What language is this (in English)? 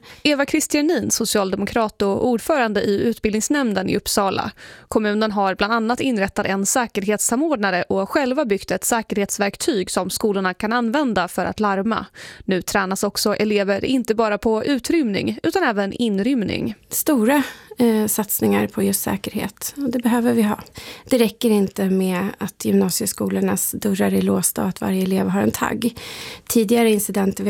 Swedish